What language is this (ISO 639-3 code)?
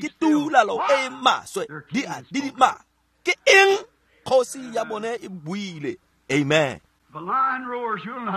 tsn